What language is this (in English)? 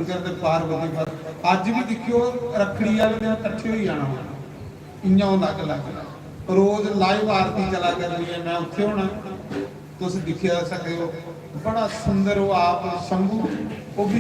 Dogri